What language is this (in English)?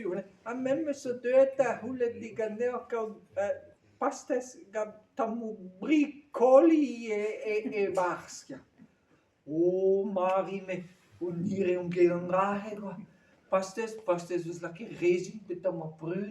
Breton